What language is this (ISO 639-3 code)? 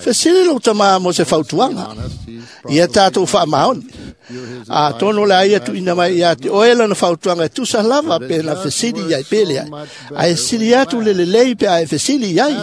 smo